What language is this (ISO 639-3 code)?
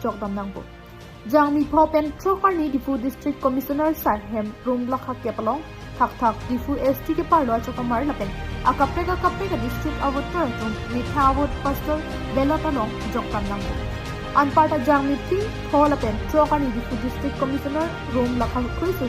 mjw